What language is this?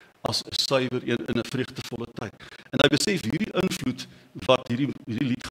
Afrikaans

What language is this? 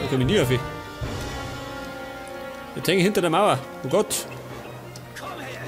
Bavarian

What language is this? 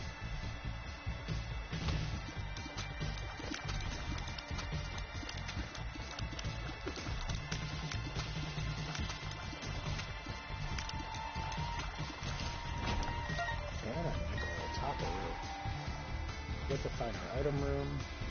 English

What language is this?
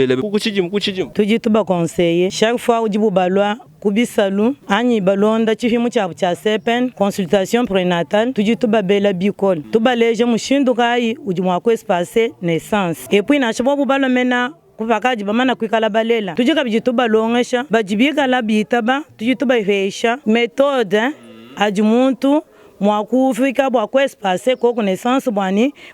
Luba-Lulua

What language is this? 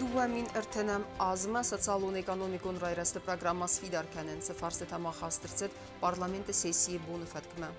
Ossetic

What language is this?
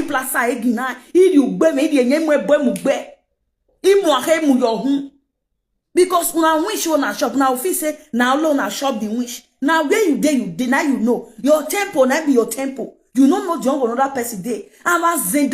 Nigerian Pidgin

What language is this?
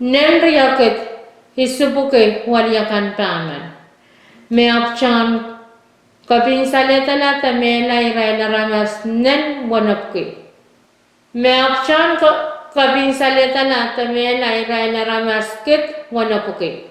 Pohnpeian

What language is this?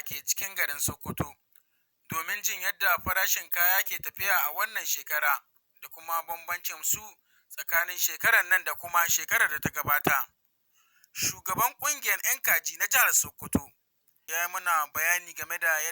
Hausa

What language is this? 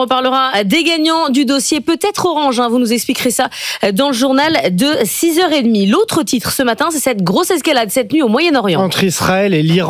French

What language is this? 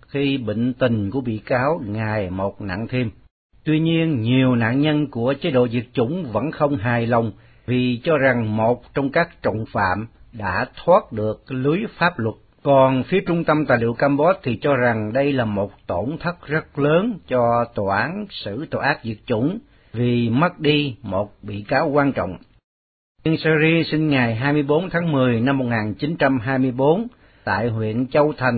Vietnamese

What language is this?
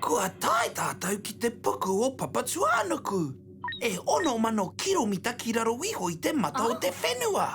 Māori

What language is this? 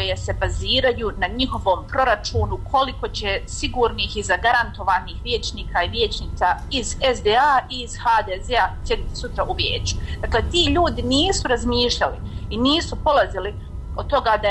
Bosnian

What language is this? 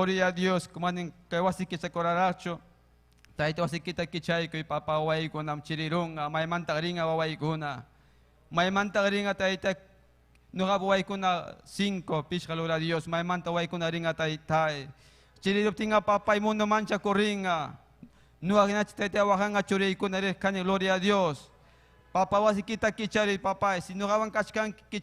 Ayacucho Quechua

